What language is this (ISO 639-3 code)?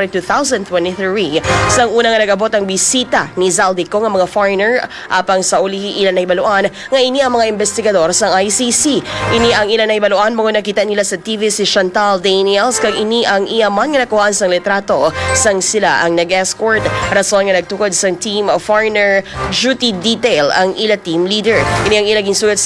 hil